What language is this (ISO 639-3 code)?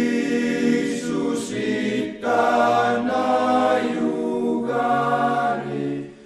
kal